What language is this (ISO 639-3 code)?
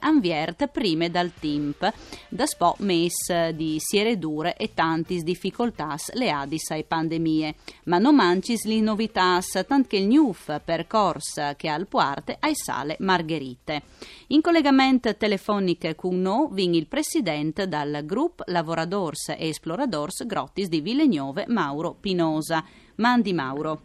fur